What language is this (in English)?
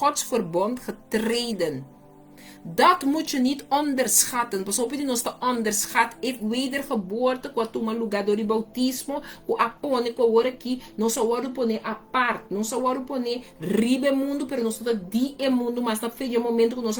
Papiamento